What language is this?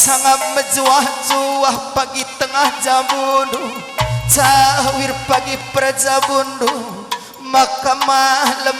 Batak Karo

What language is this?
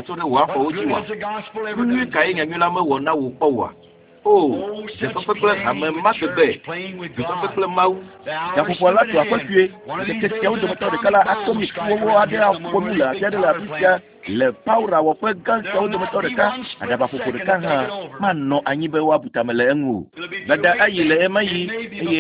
Ewe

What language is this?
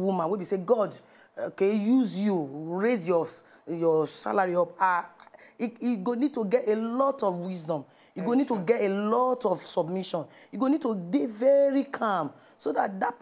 Nigerian Pidgin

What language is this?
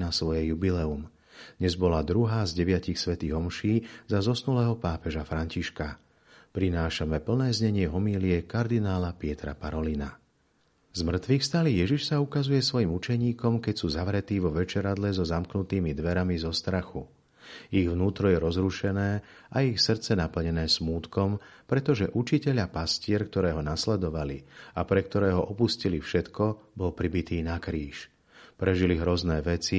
Slovak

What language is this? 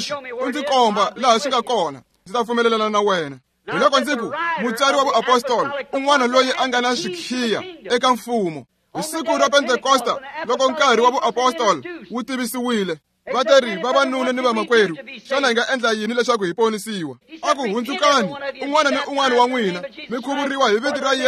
Tsonga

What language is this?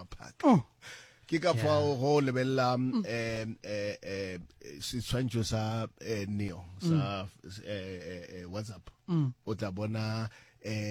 Northern Sotho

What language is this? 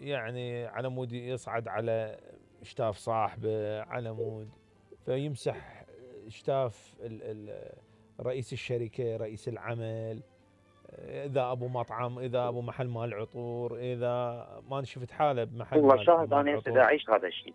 Mesopotamian Arabic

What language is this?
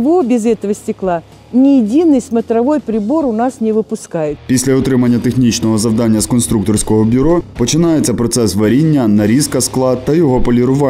Ukrainian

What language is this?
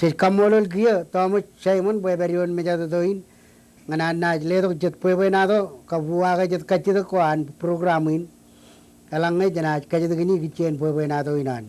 Marshallese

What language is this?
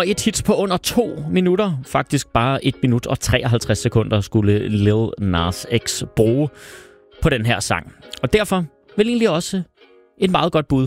Danish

